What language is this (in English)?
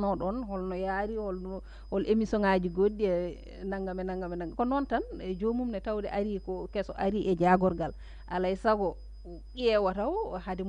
Fula